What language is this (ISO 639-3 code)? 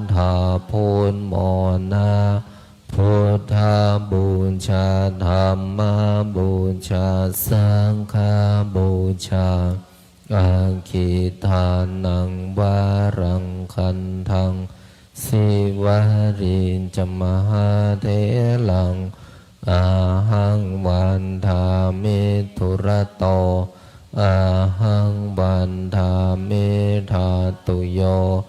pli